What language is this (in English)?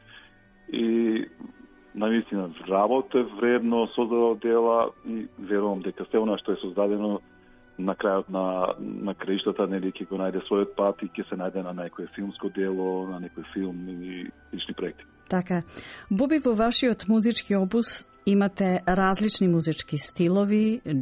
Macedonian